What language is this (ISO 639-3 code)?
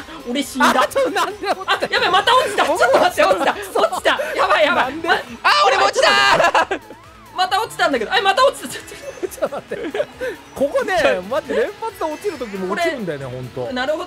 jpn